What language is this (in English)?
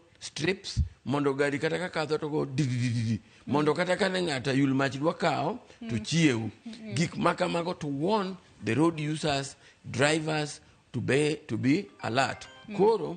Luo (Kenya and Tanzania)